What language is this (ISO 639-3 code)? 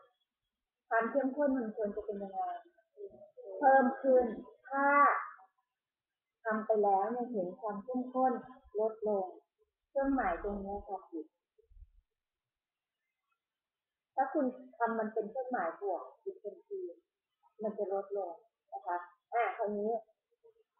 tha